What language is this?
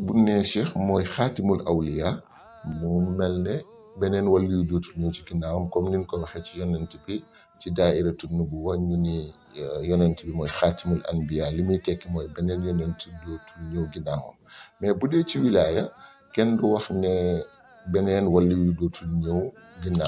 Wolof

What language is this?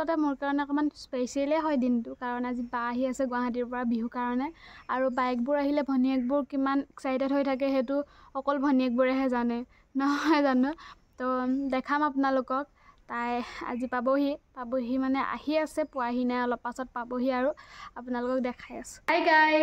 Assamese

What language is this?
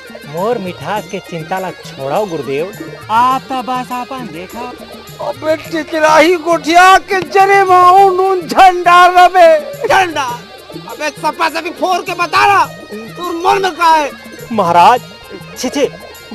Chhattisgarhi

